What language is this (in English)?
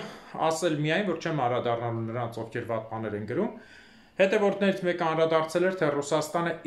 Armenian